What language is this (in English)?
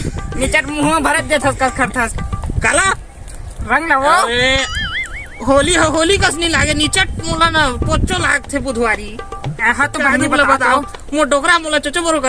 Chhattisgarhi